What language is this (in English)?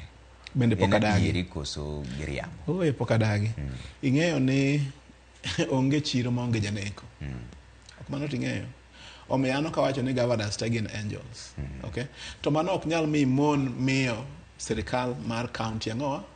Luo (Kenya and Tanzania)